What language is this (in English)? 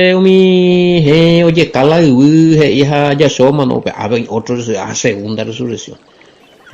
Guarani